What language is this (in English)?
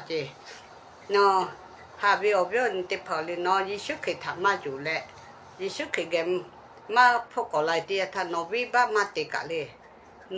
Lahu